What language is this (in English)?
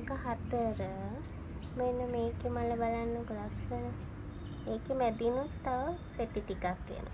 Sinhala